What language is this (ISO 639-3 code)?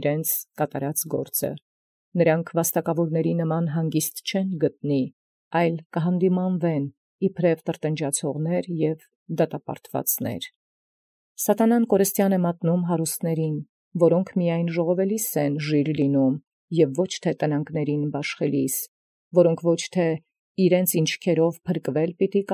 hye